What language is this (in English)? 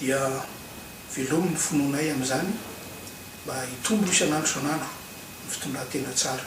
Malagasy